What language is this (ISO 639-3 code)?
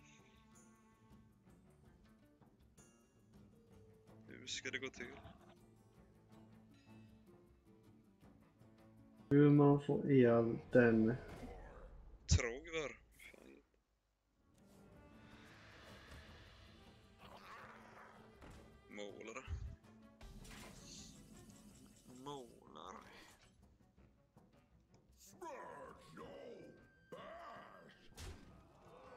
swe